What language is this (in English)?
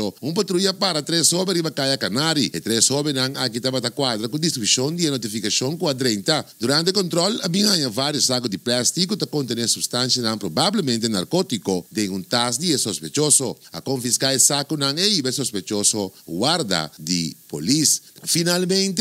Papiamento